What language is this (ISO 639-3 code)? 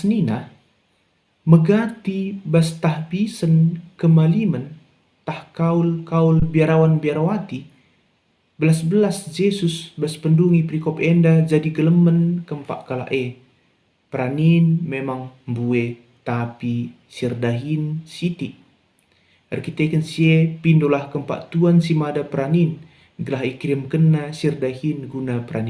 btx